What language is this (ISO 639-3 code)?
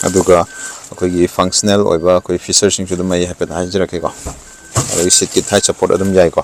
mni